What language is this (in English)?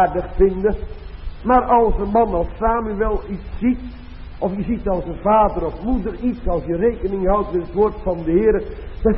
Dutch